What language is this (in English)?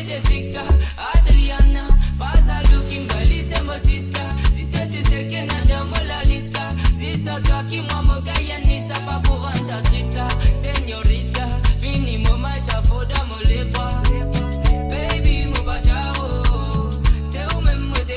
Morisyen